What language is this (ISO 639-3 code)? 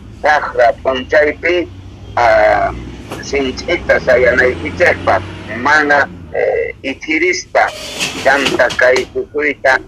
quh